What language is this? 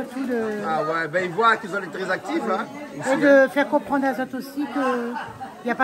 Réunion Creole French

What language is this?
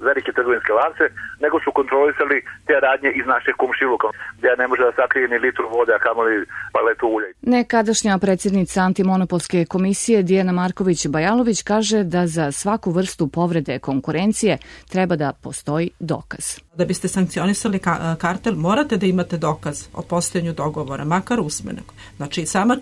Serbian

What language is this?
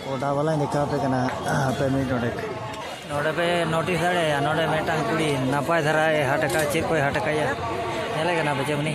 Santali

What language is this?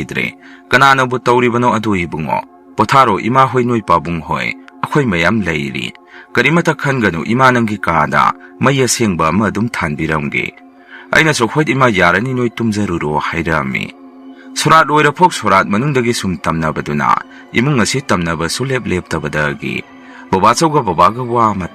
Manipuri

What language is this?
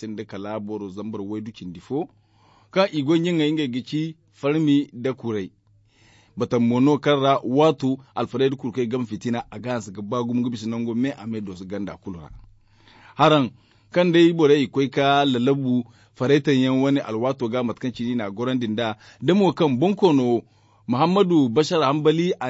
Zarma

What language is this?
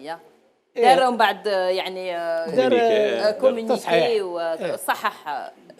Algerian Arabic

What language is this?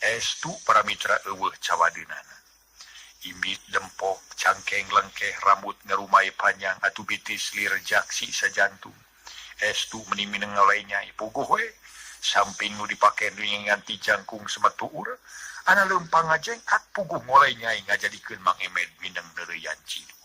Sundanese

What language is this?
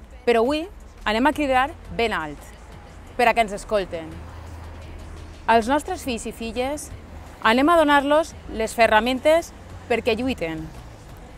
Catalan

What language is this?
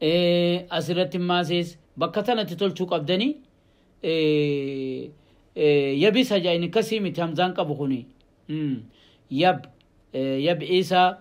Oromo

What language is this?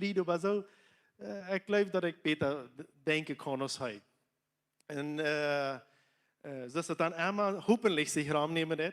Plautdietsch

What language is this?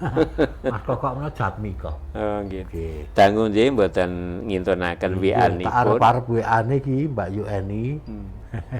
Javanese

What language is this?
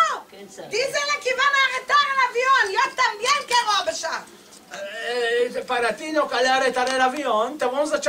Ladino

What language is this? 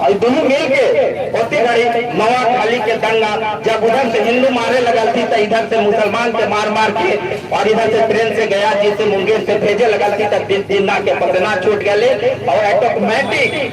Magahi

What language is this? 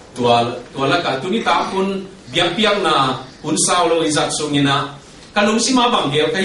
Tedim Chin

